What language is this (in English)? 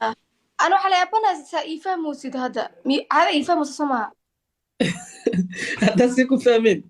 Somali